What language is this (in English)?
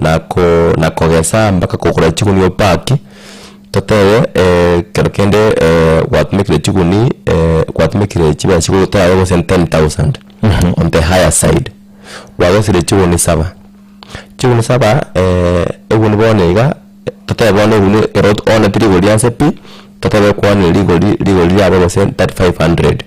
Gusii